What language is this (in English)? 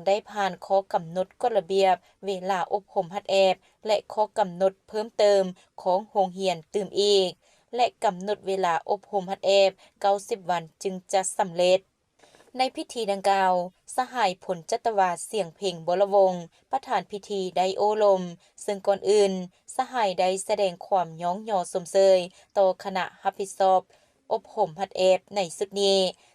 Lao